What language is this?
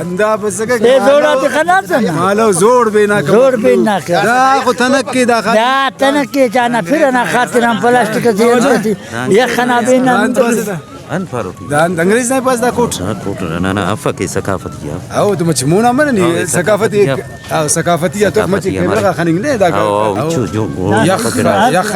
Brahui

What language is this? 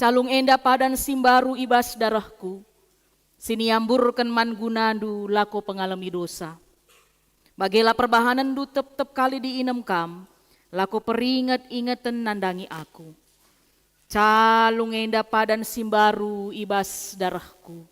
Batak Karo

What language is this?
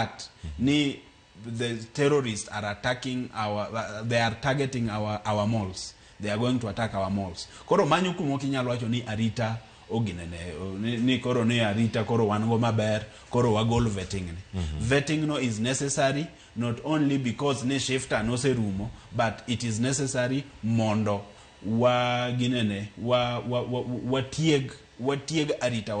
Luo (Kenya and Tanzania)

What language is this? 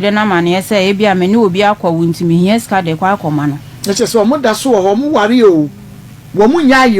Akan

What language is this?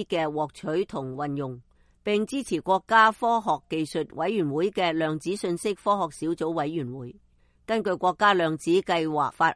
Cantonese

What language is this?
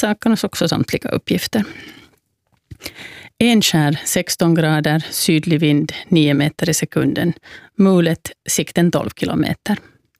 Swedish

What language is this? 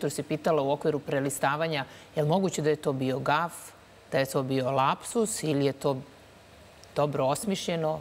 Serbian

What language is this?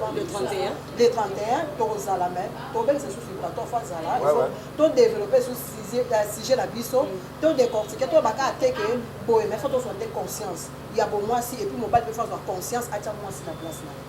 Lingala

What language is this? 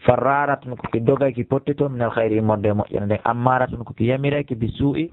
Fula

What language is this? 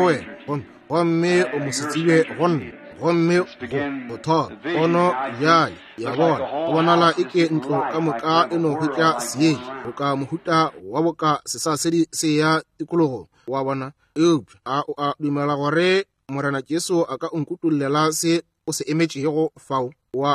Northern Sotho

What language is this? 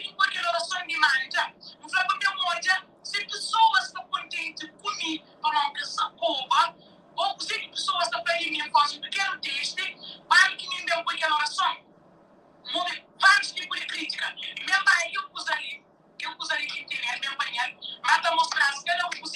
Kabuverdianu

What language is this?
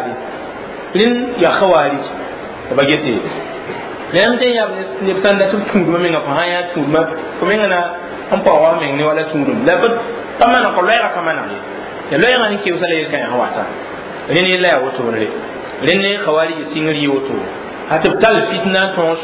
Mossi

